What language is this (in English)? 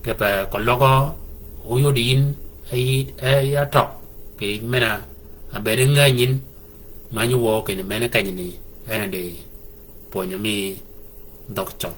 Shilluk